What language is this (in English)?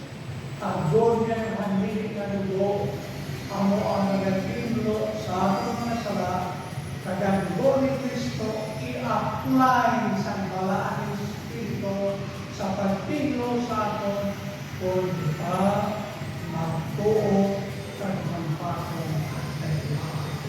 Hiligaynon